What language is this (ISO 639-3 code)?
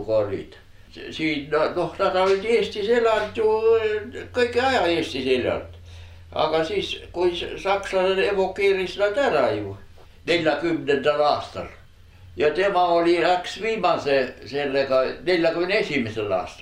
est